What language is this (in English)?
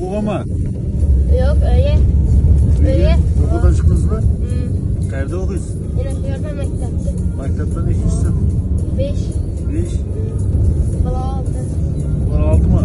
Kara-Kalpak